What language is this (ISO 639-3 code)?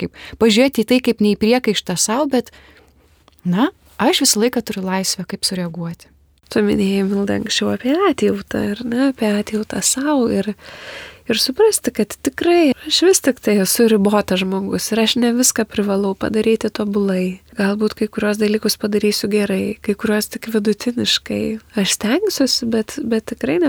lit